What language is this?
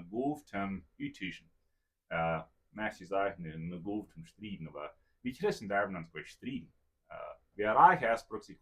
Plautdietsch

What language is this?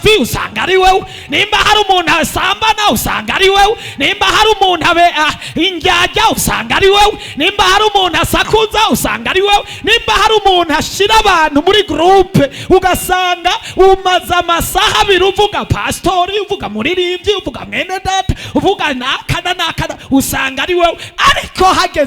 Rundi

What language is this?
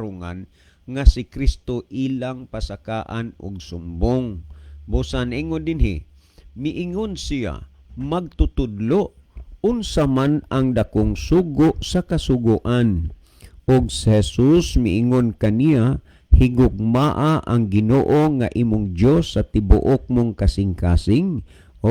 Cebuano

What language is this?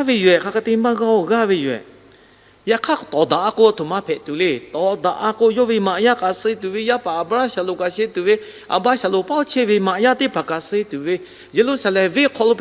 Lahu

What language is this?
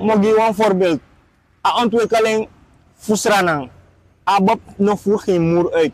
Sranan Tongo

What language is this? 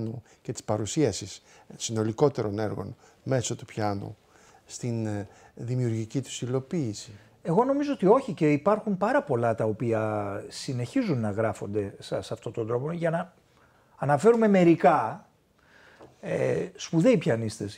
Greek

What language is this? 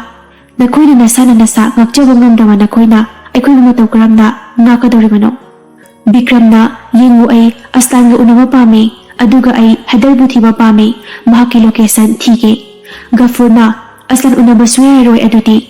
Manipuri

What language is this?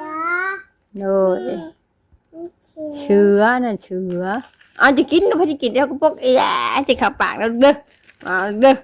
Northeastern Thai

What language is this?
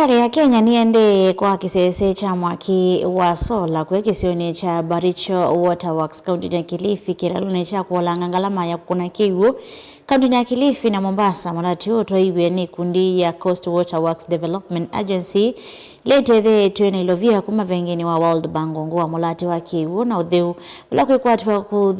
Kamba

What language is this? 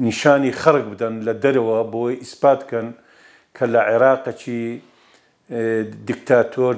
Kurdish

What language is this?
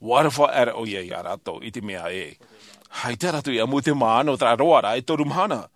Tahitian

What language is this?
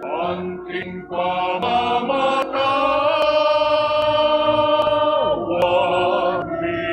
Pampanga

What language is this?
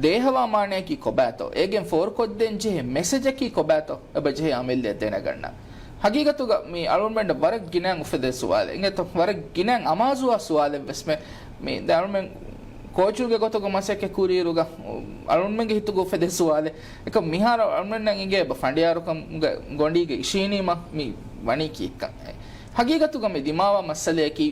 Divehi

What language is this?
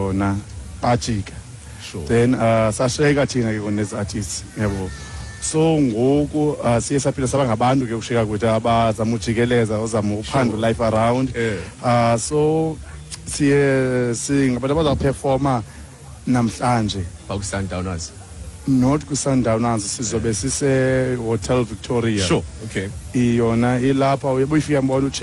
Xhosa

